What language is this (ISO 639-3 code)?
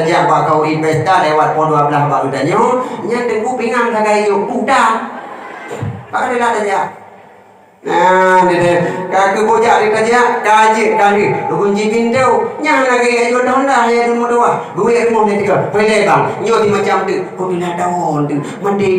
ace